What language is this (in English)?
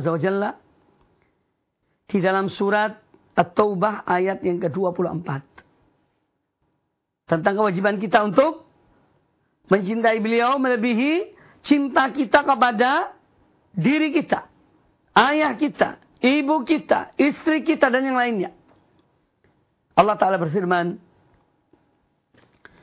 Indonesian